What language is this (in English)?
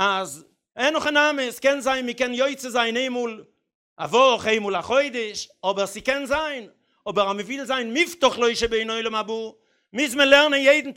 Yiddish